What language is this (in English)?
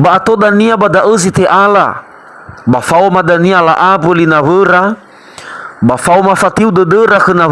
Nias